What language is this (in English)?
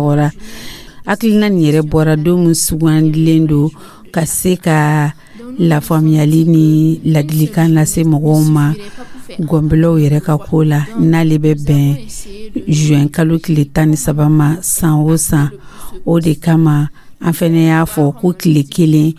Dyula